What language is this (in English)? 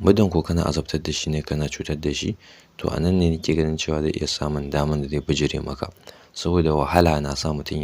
Hausa